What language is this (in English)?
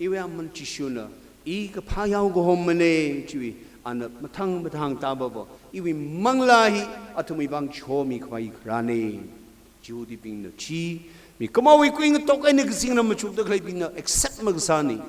Tangkhul Naga (India)